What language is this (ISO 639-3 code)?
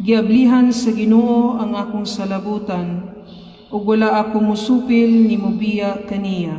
ceb